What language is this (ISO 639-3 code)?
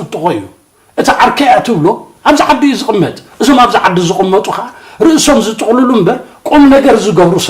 tir